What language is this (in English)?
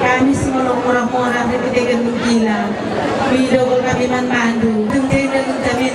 Batak Karo